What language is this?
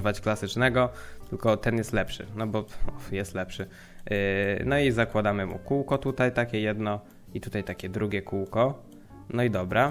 Polish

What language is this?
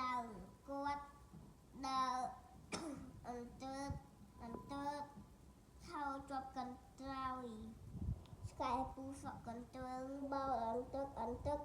Khmer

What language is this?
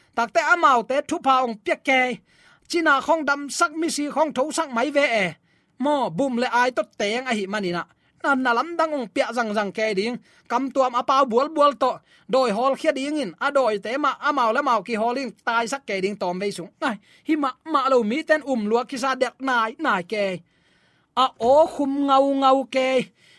Tedim Chin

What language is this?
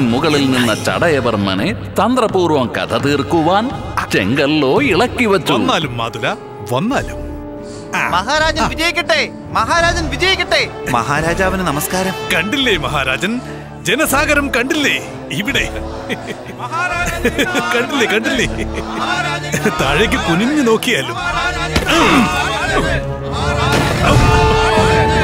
Malayalam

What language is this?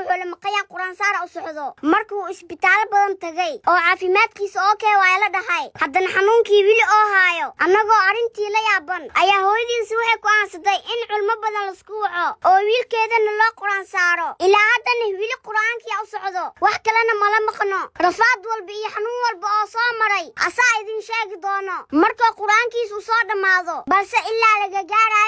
Somali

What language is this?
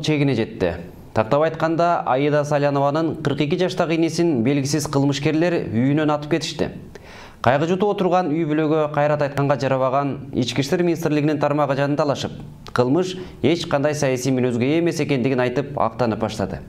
Kyrgyz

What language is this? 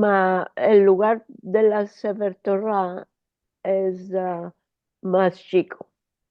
Ladino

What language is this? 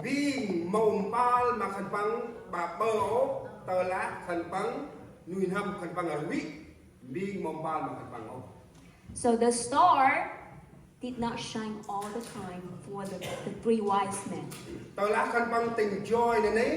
Central Mnong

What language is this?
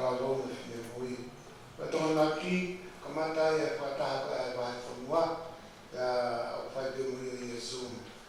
Tongan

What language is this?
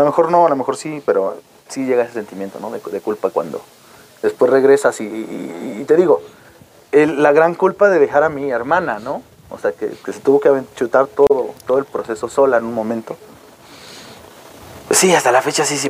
Spanish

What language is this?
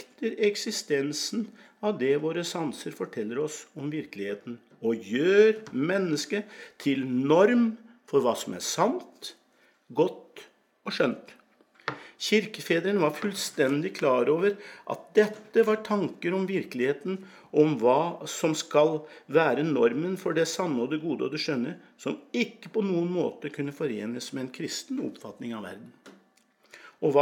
Norwegian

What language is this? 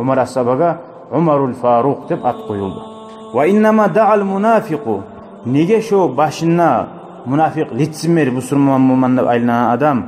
Kumyk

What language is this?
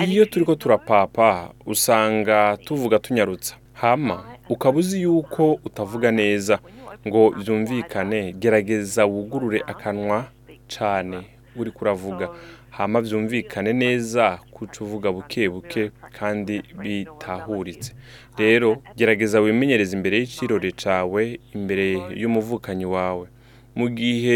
Rundi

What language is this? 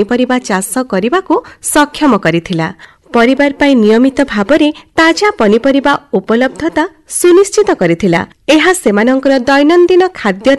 Odia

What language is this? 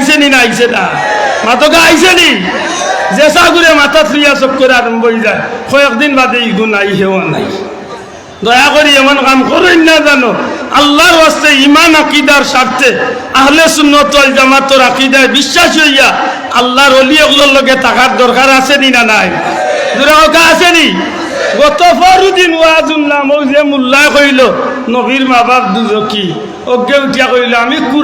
Sylheti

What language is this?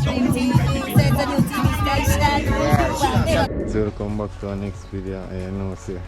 Jamaican Creole English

